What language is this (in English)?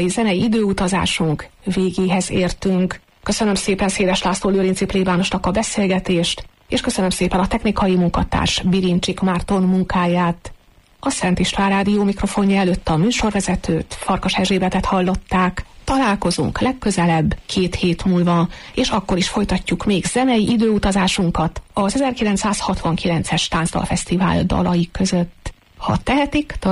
Hungarian